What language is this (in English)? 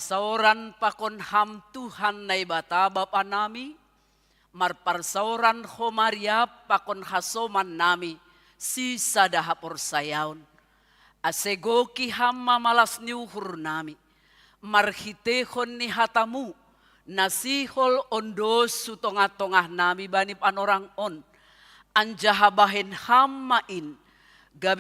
Batak Simalungun